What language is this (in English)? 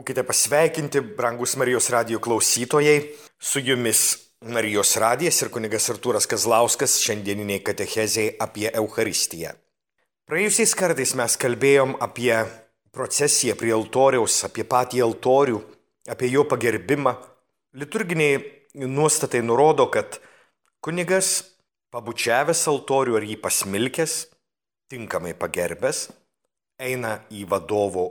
Lithuanian